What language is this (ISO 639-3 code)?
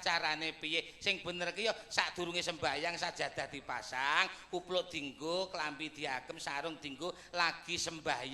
jav